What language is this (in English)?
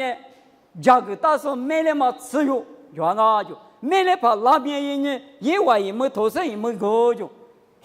Lisu